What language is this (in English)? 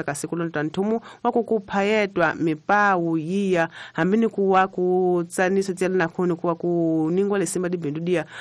Tsonga